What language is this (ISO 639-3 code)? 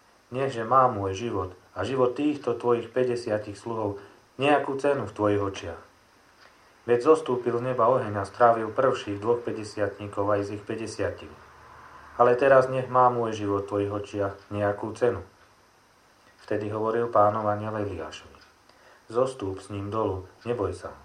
slk